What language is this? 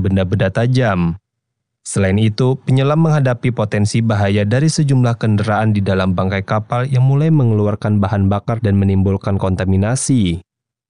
Indonesian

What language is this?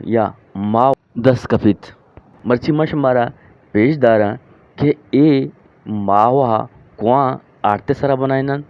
Eastern Balochi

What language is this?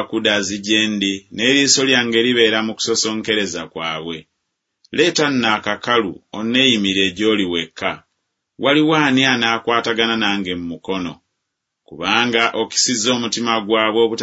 Ganda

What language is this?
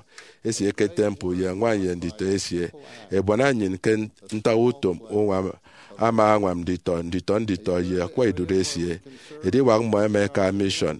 Efik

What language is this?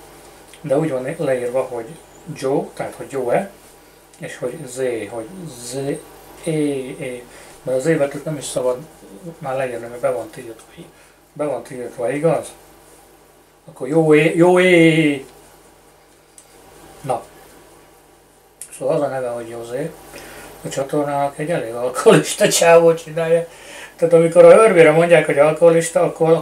Hungarian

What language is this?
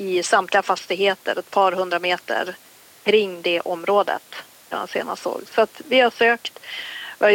Swedish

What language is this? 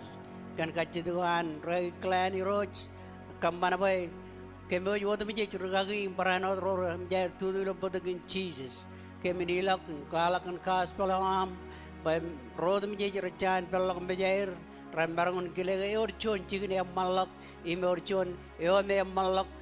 Marshallese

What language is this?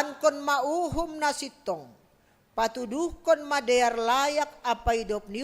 Batak Simalungun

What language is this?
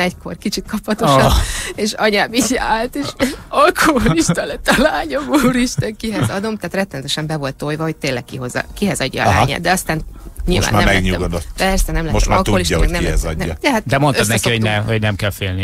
Hungarian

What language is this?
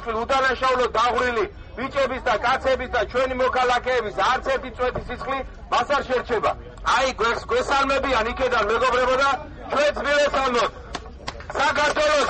Georgian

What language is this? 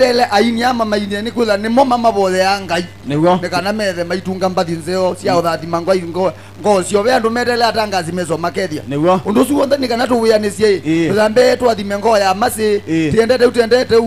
Kamba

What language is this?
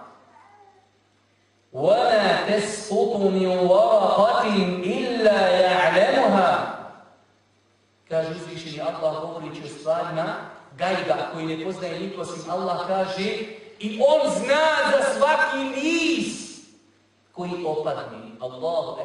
Bosnian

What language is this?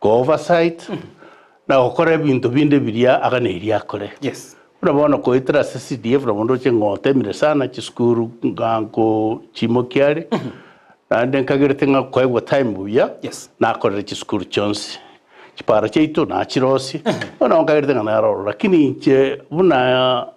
Gusii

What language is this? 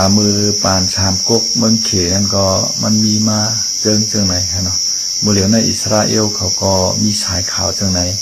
Shan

